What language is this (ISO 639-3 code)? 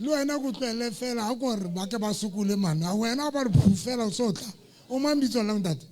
sot